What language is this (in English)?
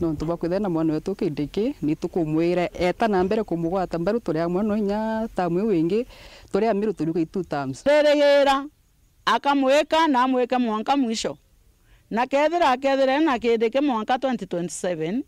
Meru